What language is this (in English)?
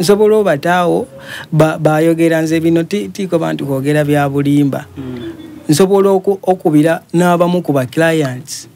Soga